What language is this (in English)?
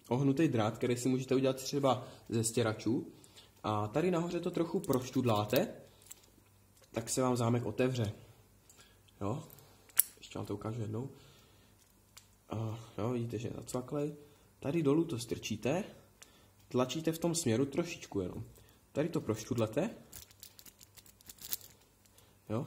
Czech